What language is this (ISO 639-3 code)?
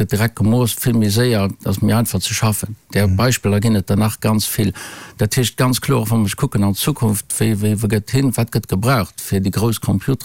ltz